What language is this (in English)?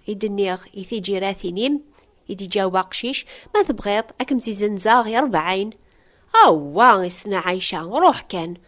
Kabyle